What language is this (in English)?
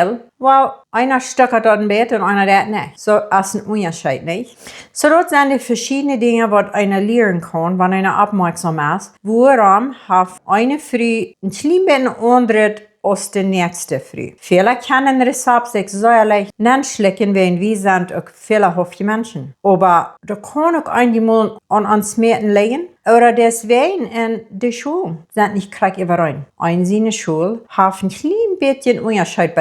Plautdietsch